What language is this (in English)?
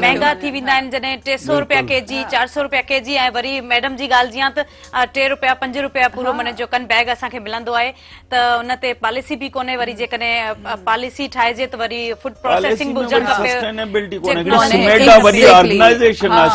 Sindhi